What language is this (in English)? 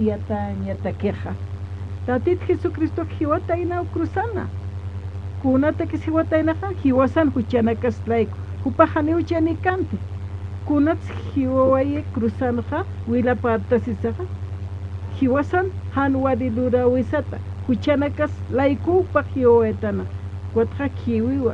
Aymara